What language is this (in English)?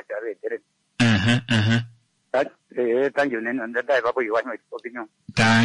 Kuanyama